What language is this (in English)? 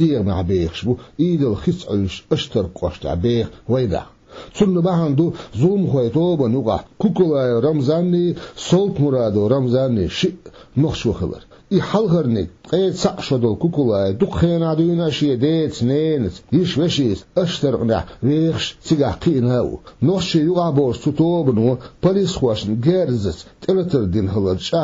Chechen